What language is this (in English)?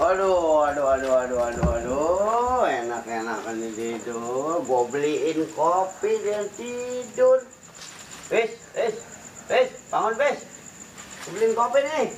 Betawi